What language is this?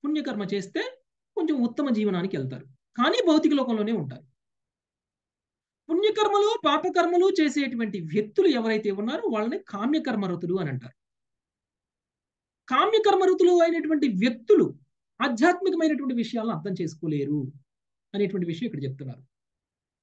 Telugu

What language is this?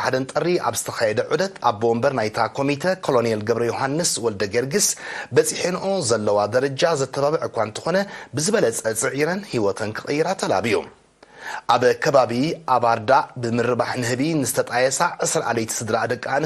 Tigrinya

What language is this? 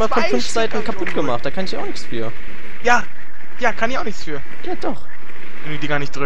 German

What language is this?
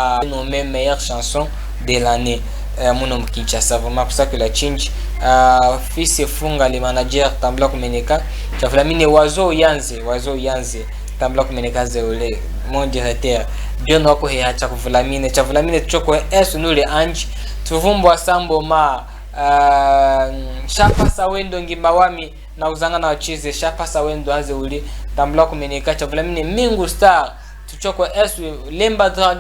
Chokwe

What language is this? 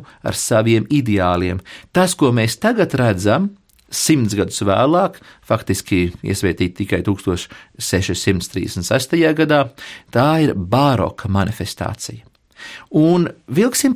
Latvian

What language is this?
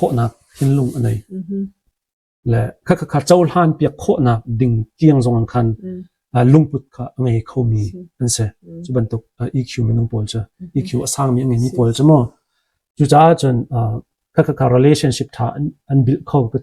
Hakha Chin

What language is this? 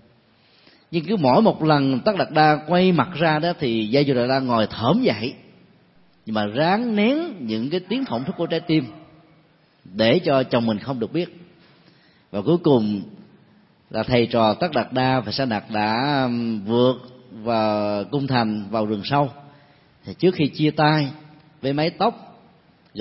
Vietnamese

